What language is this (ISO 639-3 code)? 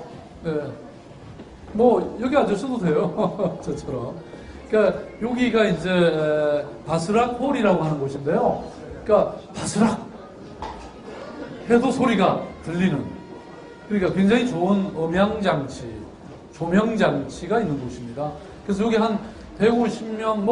kor